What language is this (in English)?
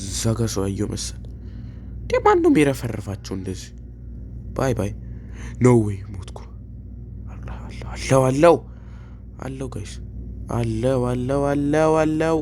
Amharic